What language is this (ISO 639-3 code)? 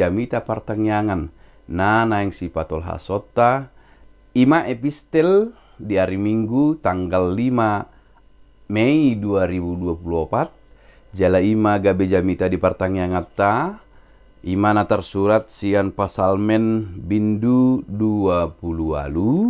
bbc